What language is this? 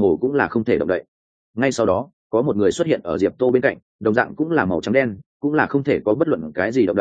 Vietnamese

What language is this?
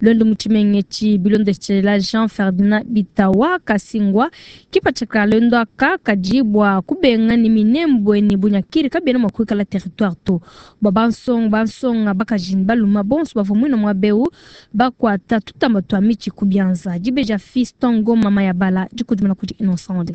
Luba-Lulua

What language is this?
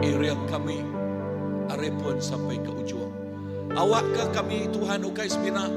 Iban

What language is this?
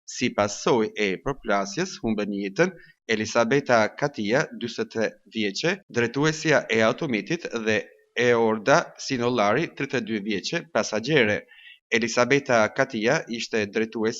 Albanian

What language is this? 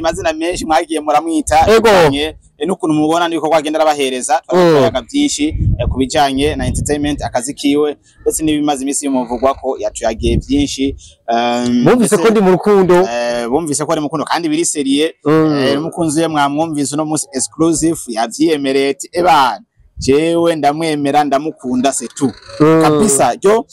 Rundi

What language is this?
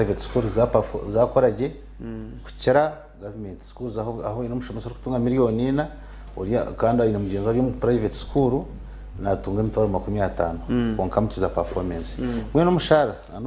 Nyankole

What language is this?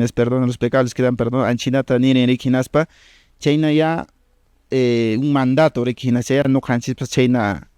Quechua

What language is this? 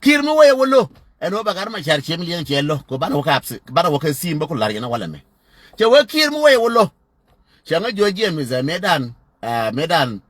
Nuer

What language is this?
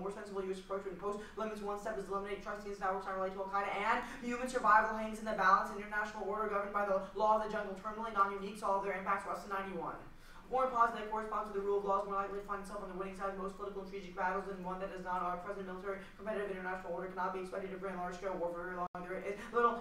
English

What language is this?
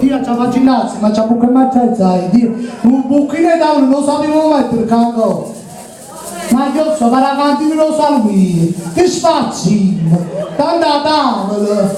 Neapolitan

